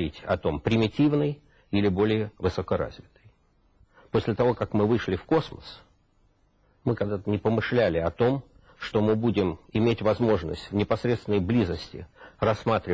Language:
Russian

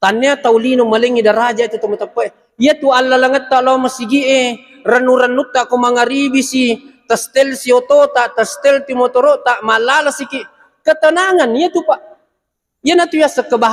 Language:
Buginese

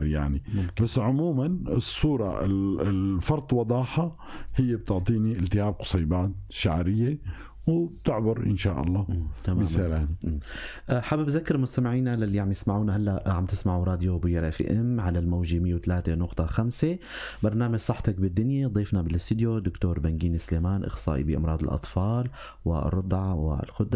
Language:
North Levantine Arabic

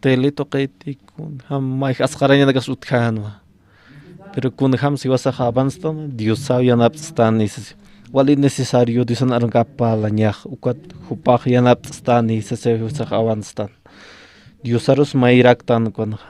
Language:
Aymara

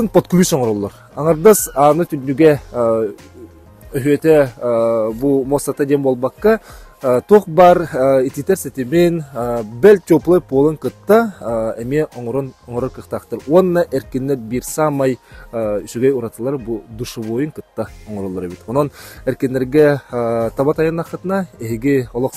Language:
Yakut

